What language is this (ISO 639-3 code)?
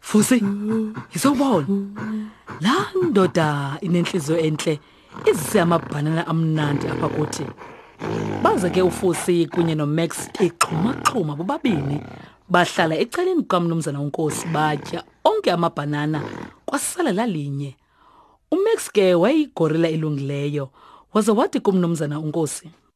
xho